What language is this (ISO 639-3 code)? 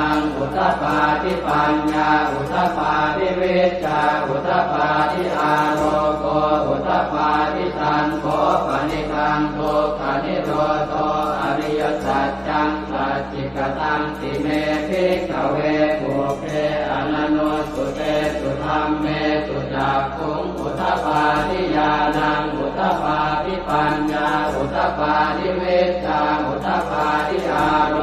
pli